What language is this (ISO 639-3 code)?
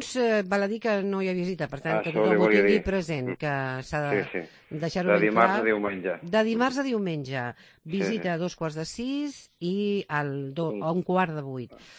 cat